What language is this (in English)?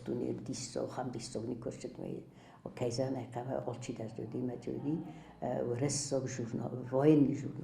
Ossetic